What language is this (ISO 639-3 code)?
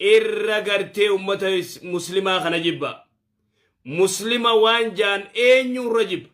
orm